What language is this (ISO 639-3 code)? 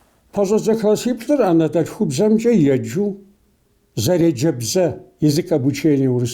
kbd